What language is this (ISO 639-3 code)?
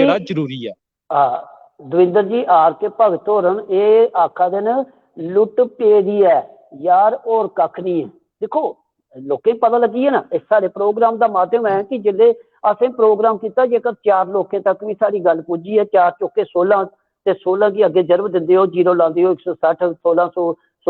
doi